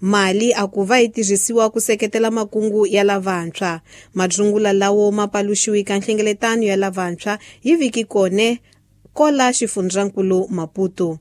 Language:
Tsonga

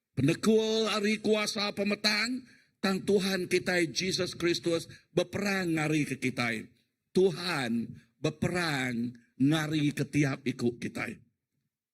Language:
Iban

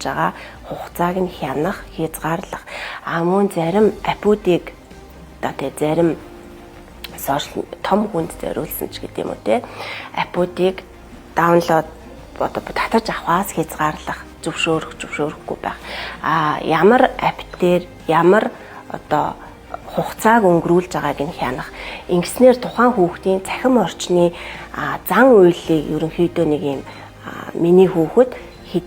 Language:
Mongolian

